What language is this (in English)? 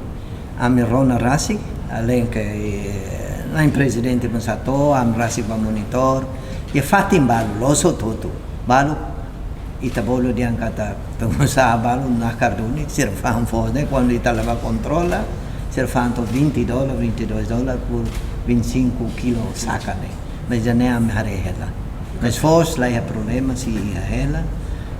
Tetum